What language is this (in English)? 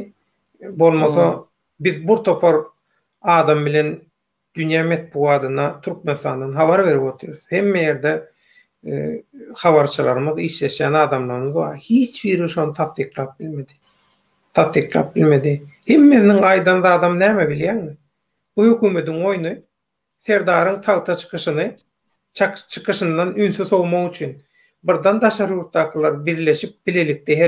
Turkmen